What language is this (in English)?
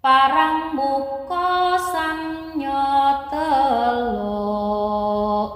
Javanese